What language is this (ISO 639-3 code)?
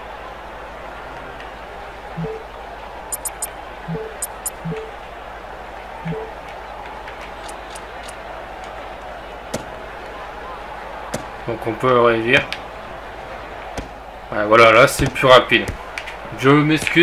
fra